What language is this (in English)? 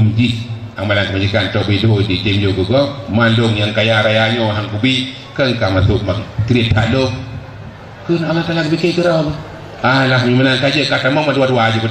Achinese